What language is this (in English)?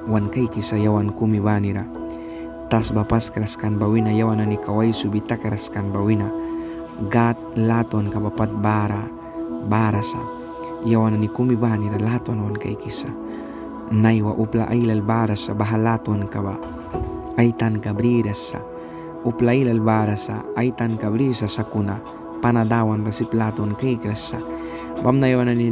Mískito